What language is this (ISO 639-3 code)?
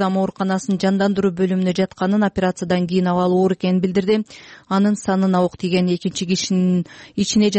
kir